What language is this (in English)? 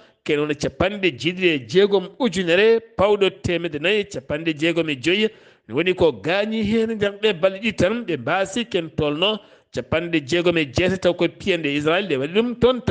Fula